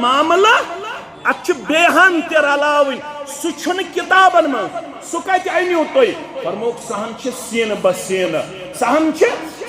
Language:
Kashmiri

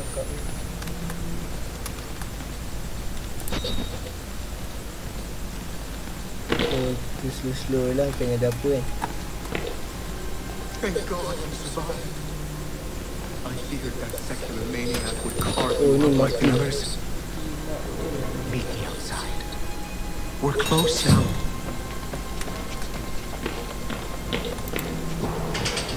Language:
Malay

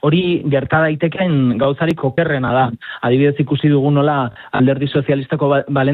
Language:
Basque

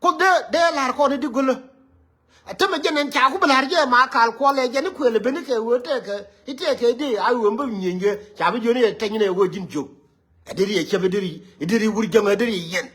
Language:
Nuer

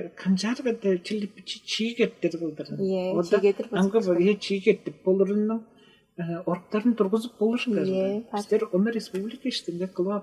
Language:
Tuvinian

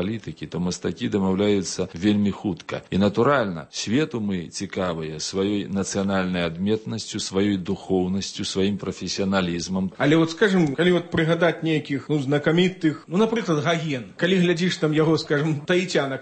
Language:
Belarusian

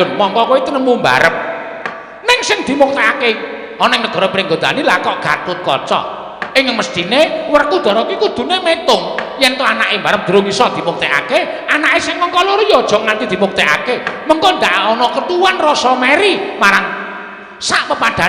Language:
Javanese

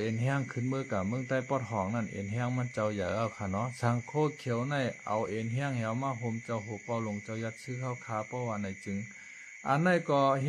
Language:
Shan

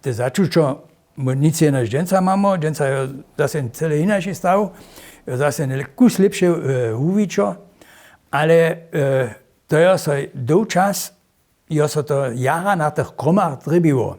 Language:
Upper Sorbian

